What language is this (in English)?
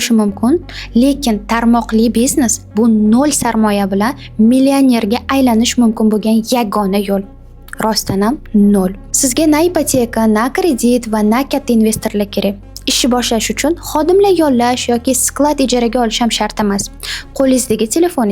Uzbek